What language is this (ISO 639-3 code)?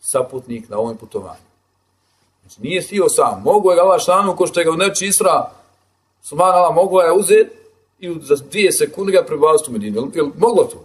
bos